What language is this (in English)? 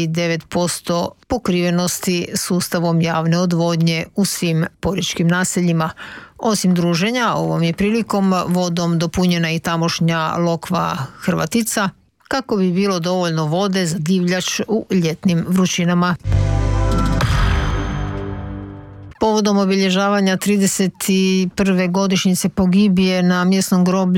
Croatian